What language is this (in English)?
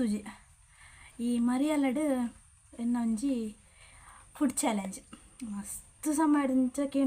Tulu